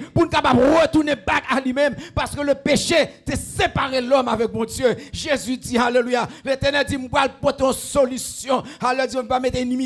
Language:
Haitian Creole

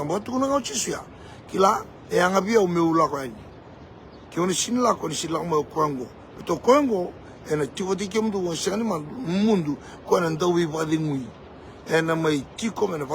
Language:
Fijian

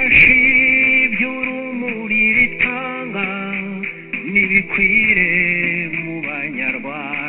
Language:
Kinyarwanda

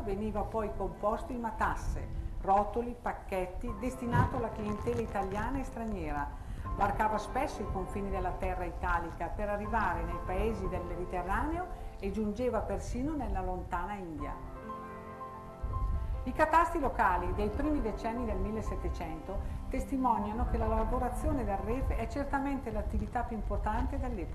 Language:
Italian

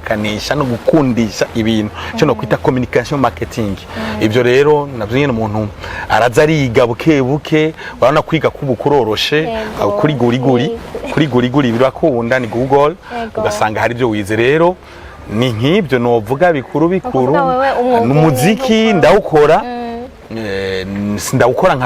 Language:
Rundi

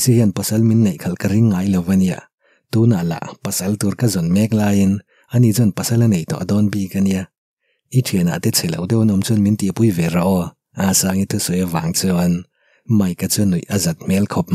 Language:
Mizo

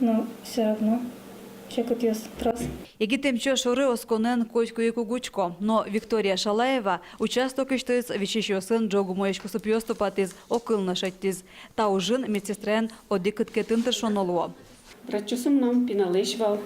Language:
Udmurt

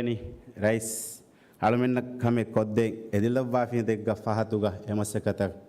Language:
Divehi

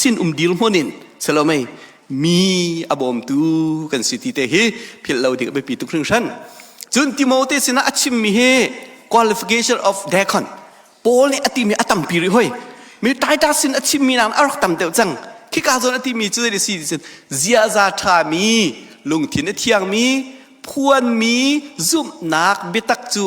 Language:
Hakha Chin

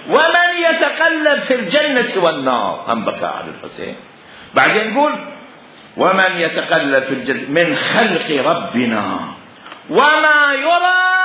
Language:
Mesopotamian Arabic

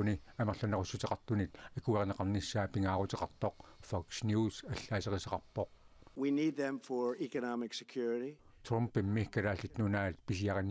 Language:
Kalaallisut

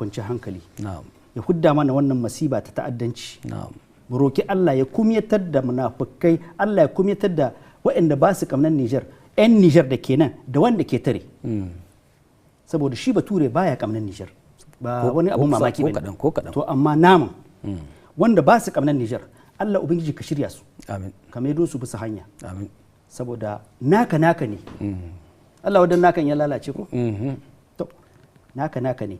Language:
Hausa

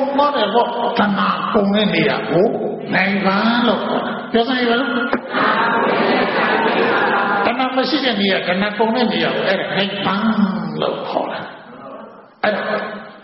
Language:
Burmese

